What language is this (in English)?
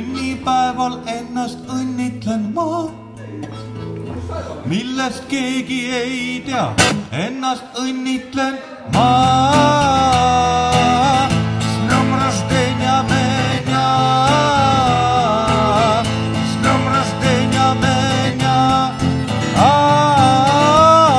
Estonian